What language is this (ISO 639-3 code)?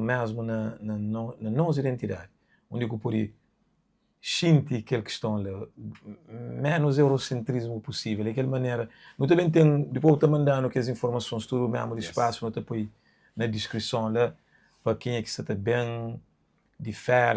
kea